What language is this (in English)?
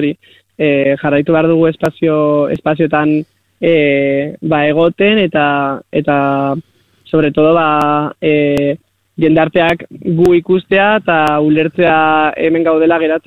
Basque